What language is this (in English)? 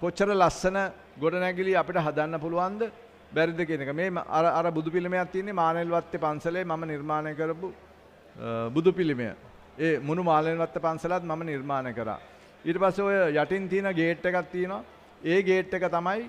Sinhala